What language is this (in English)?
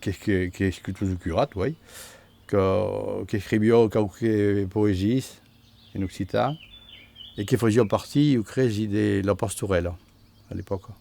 Occitan